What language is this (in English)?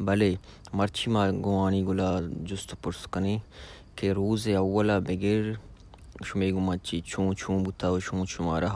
Baluchi